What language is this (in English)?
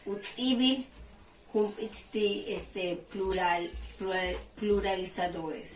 Yucateco